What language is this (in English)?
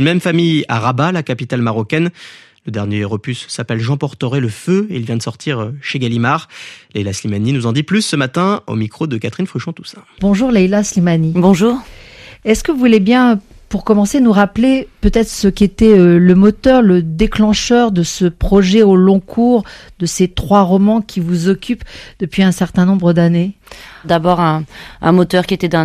French